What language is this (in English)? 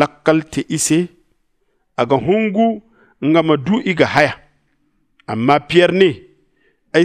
Zarma